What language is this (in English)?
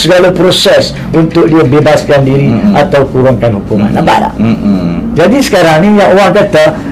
Malay